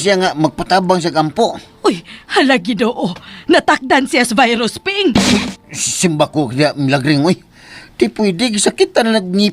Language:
Cebuano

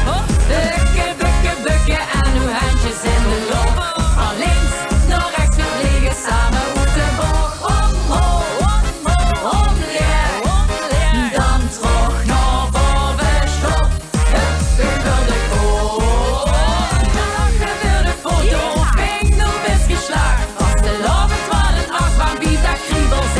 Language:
Limburgish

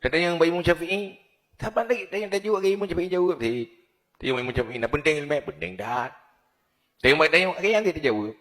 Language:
Achinese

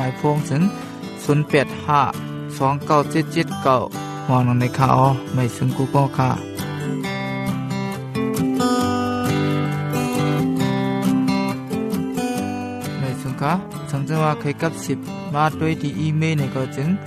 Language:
Thai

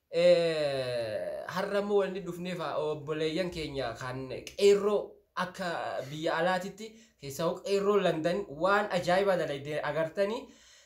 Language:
Oromo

